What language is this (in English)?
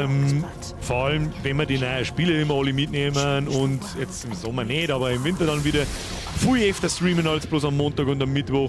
Bavarian